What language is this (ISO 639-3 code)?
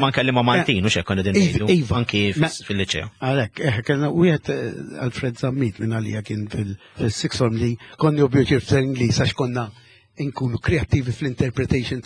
mlt